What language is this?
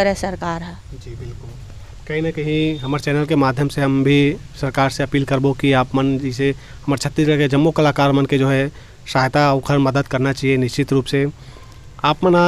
Chhattisgarhi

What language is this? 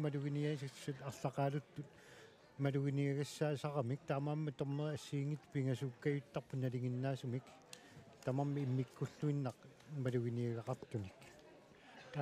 Kalaallisut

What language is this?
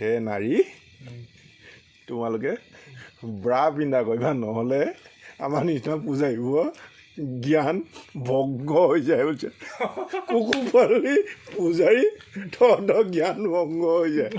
Assamese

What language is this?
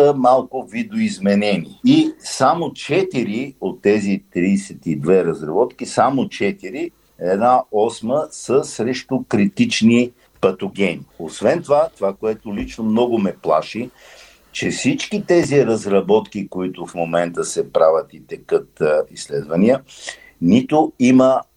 Bulgarian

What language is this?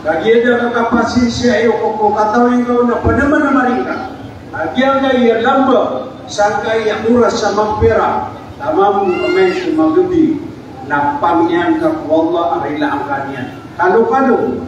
Maranao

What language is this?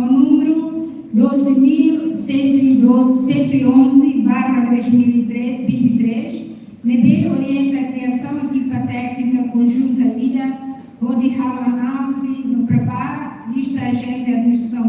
Tetum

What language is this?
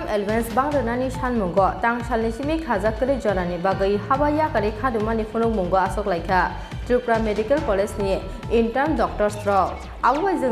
Kok Borok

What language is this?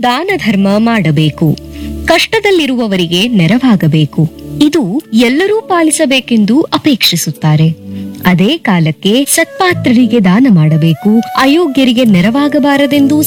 Kannada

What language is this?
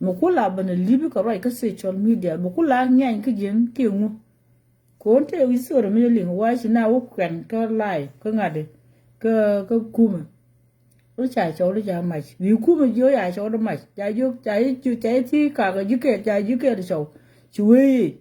Nuer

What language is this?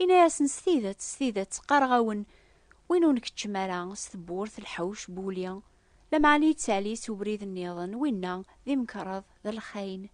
Kabyle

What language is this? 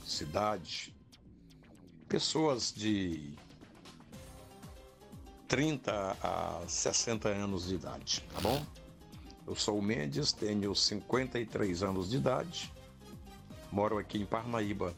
Portuguese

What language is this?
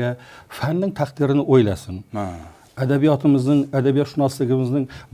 Uzbek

